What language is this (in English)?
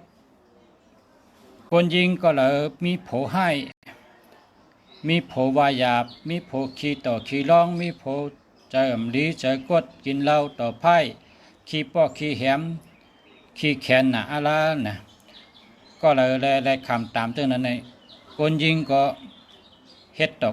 Shan